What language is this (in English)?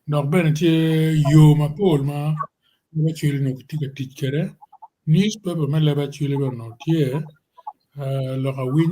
Acoli